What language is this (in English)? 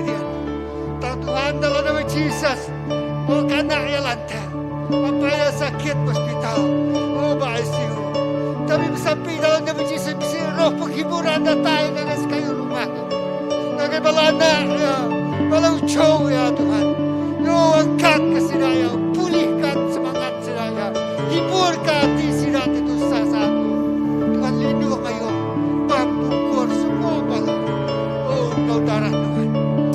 Iban